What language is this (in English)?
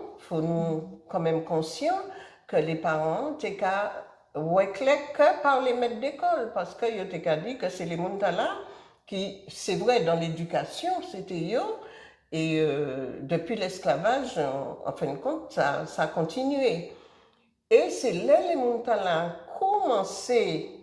Guadeloupean Creole French